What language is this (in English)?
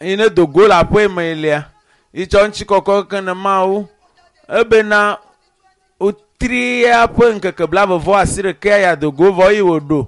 Ewe